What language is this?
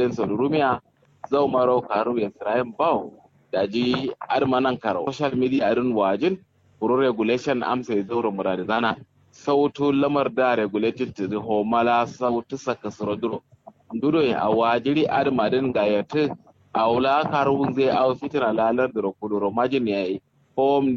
Kanuri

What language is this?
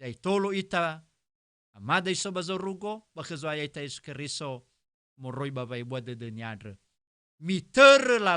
Nias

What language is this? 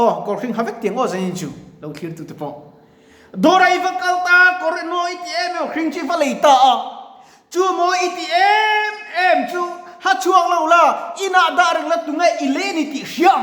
Mizo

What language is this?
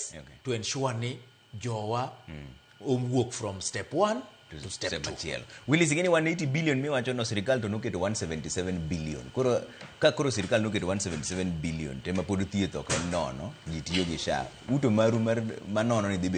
Luo (Kenya and Tanzania)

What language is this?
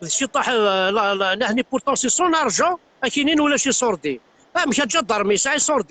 Kabyle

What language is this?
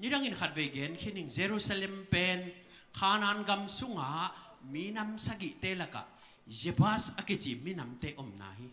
Tedim Chin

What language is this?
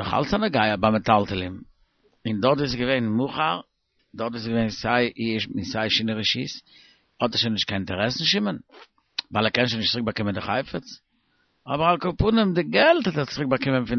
Yiddish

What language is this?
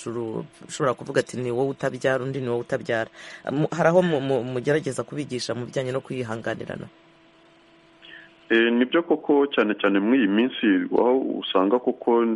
Kinyarwanda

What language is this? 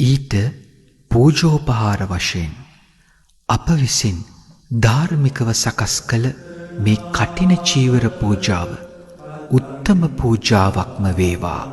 Sinhala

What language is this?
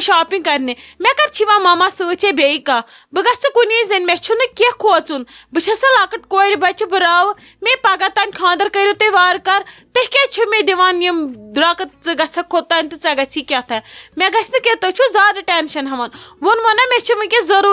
Kashmiri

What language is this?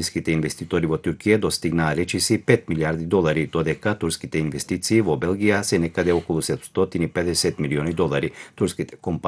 Macedonian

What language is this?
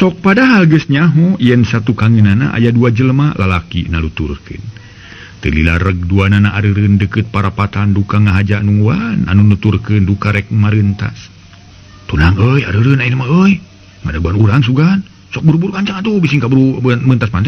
Sundanese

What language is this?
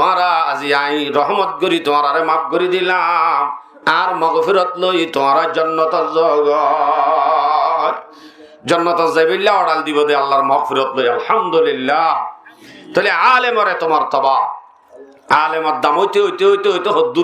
Rohingya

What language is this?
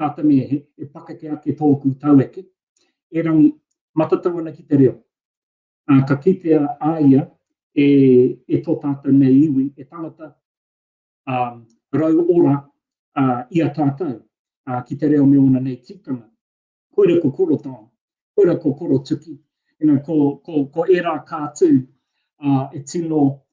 Māori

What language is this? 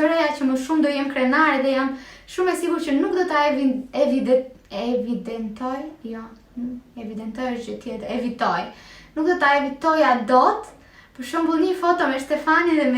Albanian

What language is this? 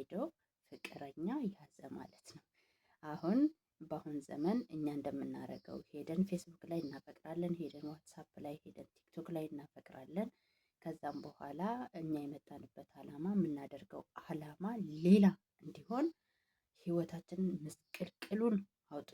Amharic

